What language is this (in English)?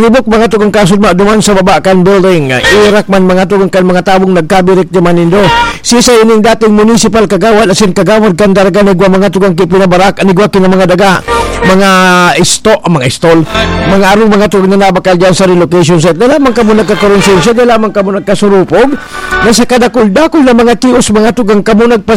Bikol